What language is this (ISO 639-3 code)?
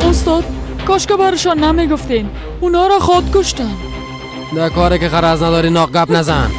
fas